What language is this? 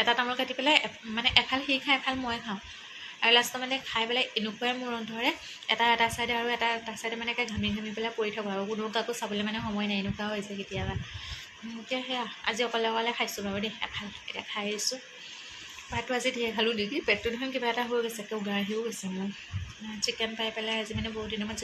Assamese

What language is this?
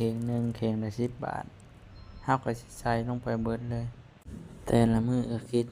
Lao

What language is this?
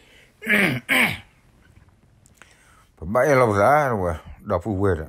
S'gaw Karen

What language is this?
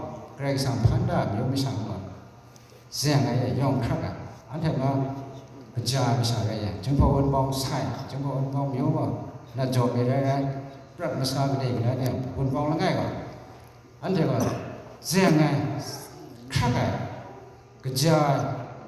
Kachin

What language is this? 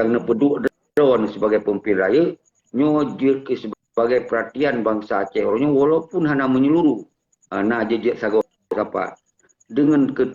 Achinese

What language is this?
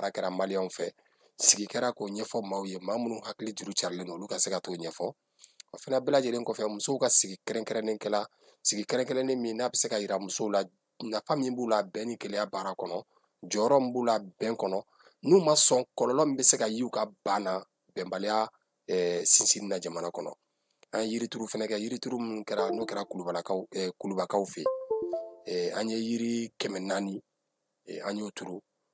Bambara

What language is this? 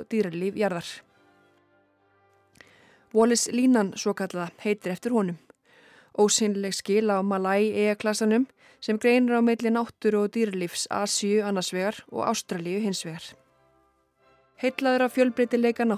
Icelandic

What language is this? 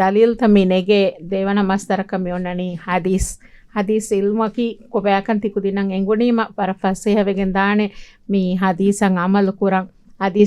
Divehi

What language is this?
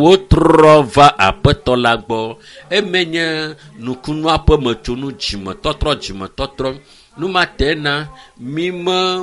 Ewe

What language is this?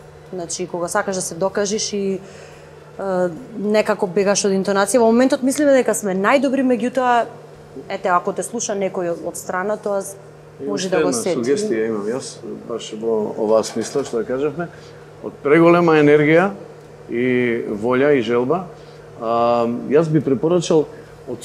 Macedonian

